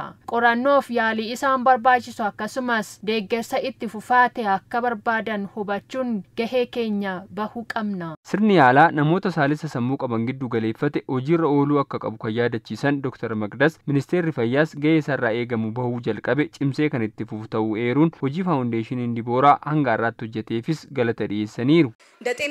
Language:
Oromo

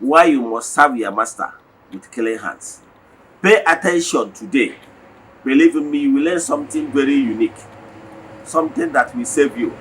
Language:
Igbo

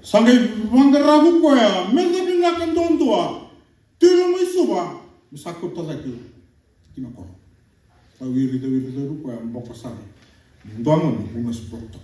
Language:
Fijian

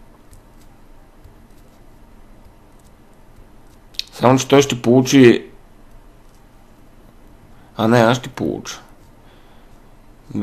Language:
Bulgarian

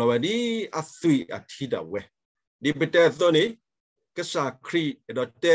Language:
S'gaw Karen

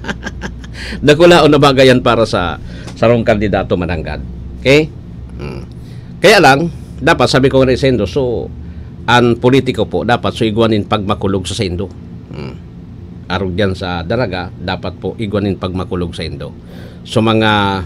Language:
Bikol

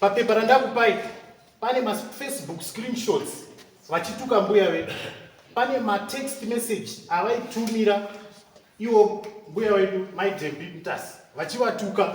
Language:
Shona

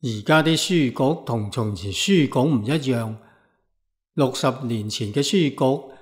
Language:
Cantonese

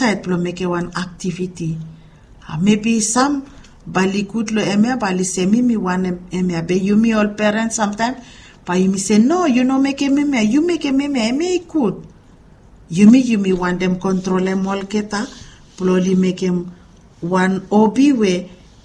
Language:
Bislama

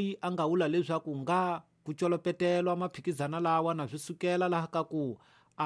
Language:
Tsonga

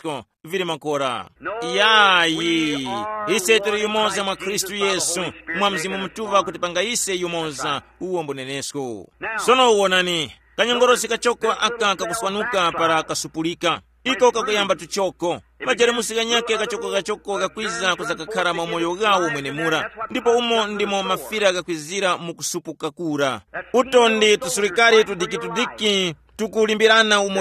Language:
Tumbuka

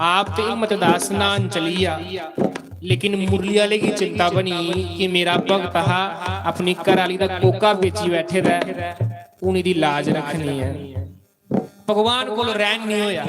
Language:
Dogri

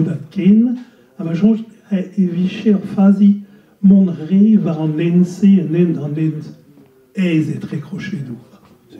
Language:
Breton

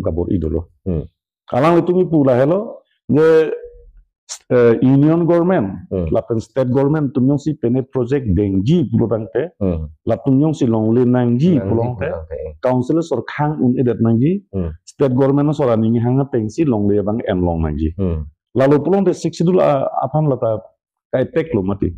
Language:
Karbi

